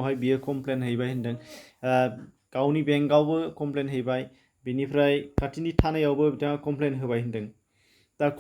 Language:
Bodo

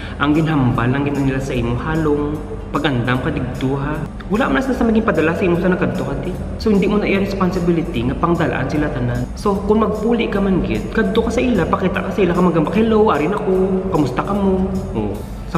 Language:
Hiligaynon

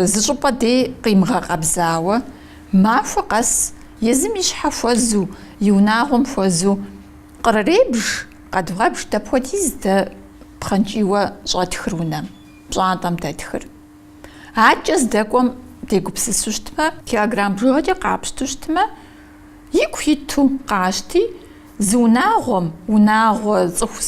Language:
Kabardian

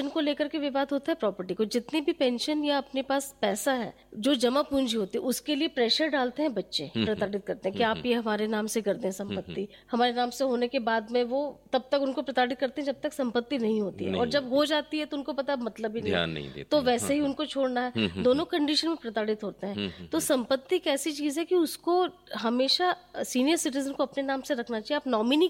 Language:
Hindi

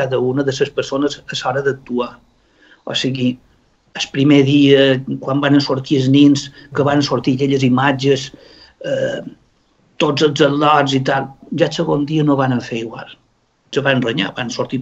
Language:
Catalan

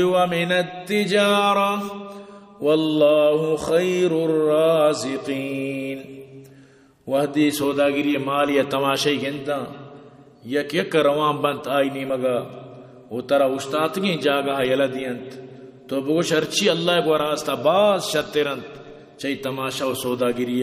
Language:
Eastern Balochi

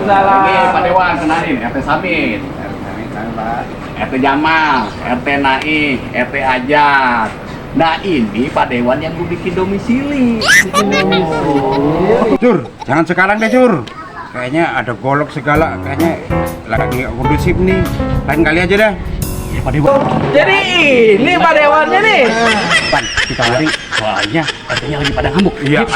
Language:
Betawi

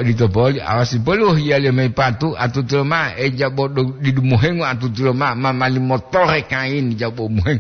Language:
Gorontalo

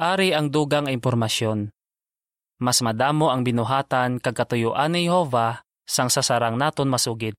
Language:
Hiligaynon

